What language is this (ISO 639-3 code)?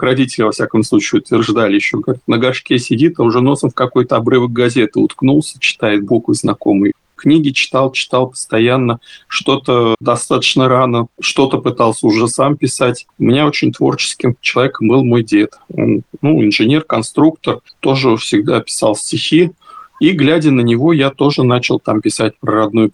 rus